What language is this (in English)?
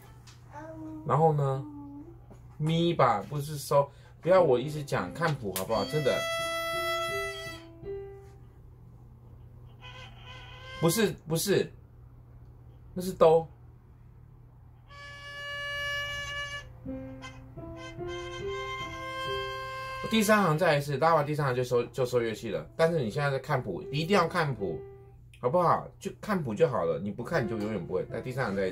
Chinese